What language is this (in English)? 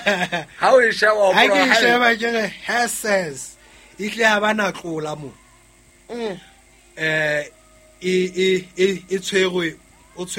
Southern Sotho